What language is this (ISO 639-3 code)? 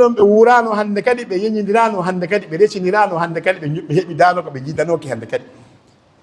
ful